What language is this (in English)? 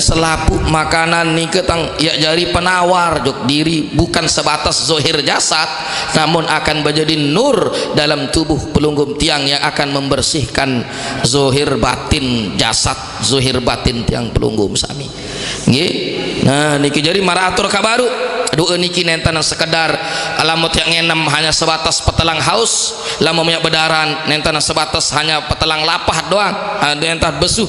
Sasak